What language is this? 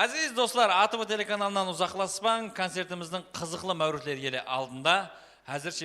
Kara-Kalpak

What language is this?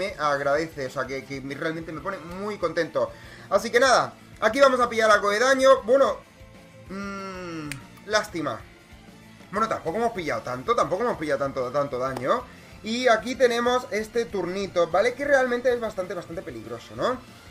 Spanish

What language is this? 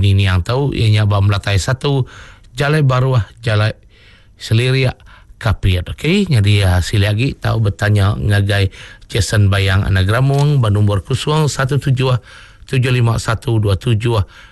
Iban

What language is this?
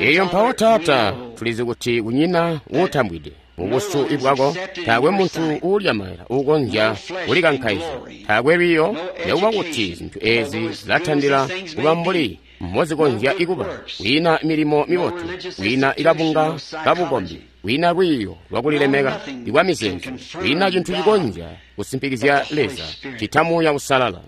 Tonga (Zambia)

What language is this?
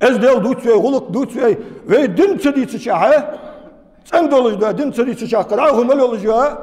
Ingush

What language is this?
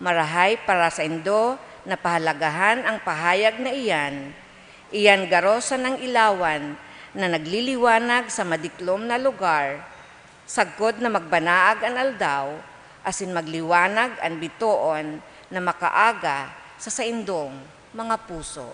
Bikol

